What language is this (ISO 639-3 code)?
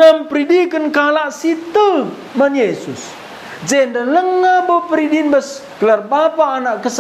btx